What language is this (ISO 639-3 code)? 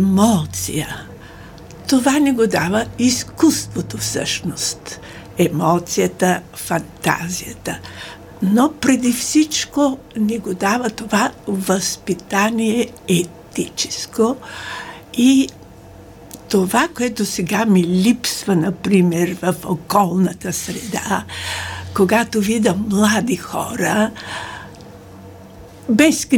bul